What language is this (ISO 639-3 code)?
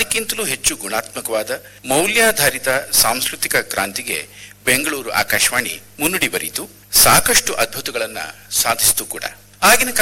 kan